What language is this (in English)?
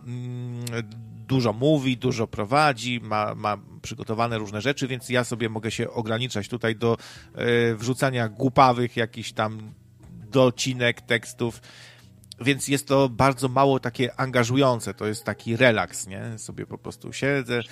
Polish